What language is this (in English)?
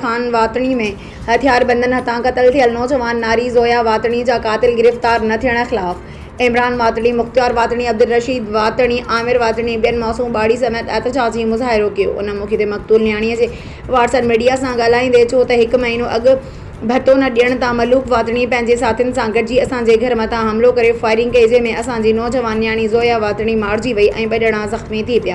Sindhi